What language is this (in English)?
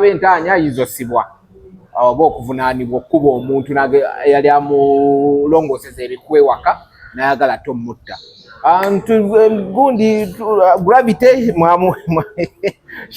Ganda